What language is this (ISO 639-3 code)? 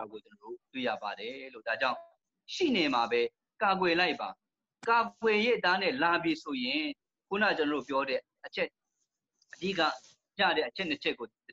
mya